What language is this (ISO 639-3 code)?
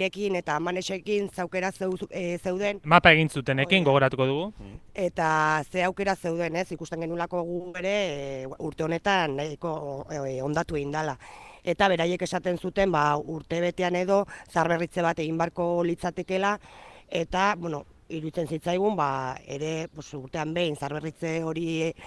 eus